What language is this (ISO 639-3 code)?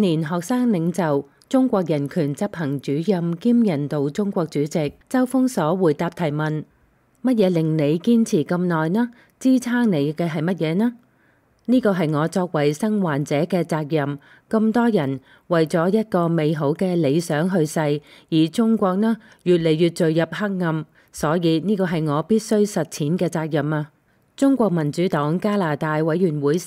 yue